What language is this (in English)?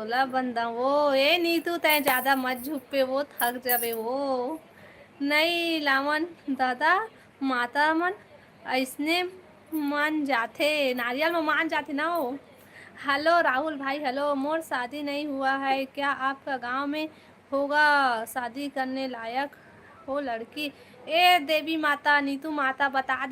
Chhattisgarhi